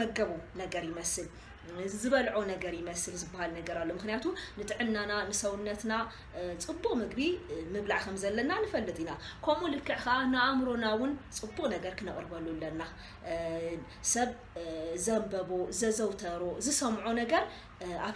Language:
Tigrinya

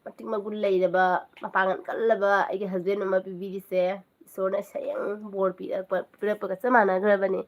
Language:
Manipuri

